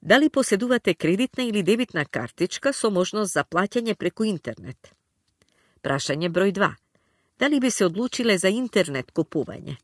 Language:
Macedonian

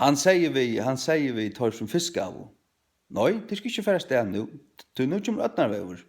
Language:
Faroese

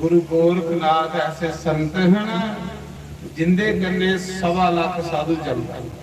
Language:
Dogri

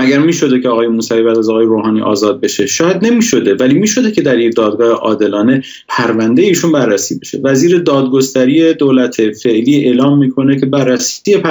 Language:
Persian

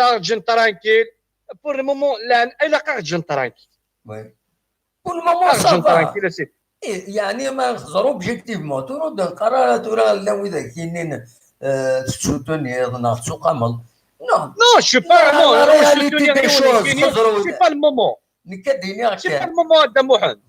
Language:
Kabyle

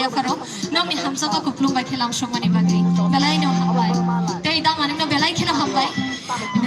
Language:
Kok Borok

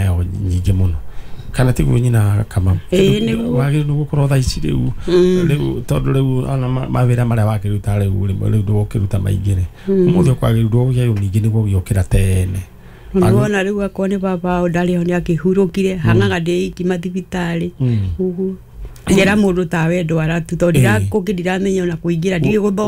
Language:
Kikuyu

